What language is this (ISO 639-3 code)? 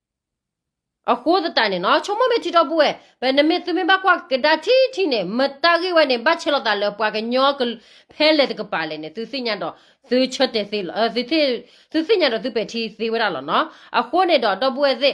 ksw